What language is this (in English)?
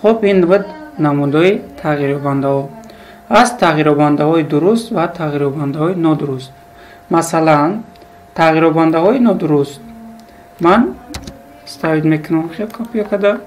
Tajik